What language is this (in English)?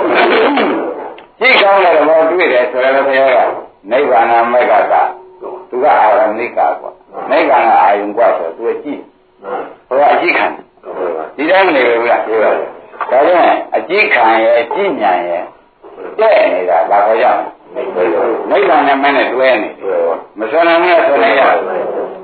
Burmese